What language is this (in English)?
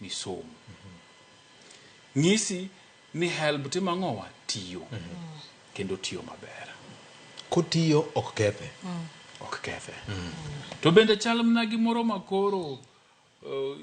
Luo (Kenya and Tanzania)